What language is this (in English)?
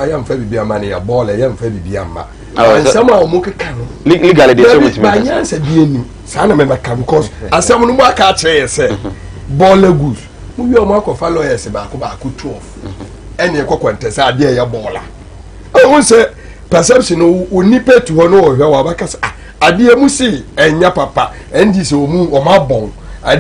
Akan